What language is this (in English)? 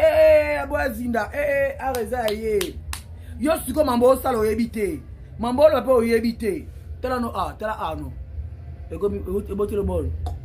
Lingala